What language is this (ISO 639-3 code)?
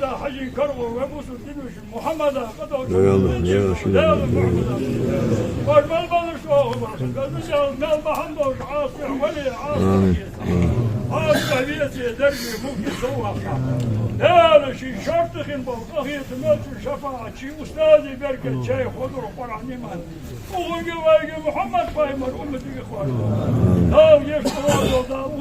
inh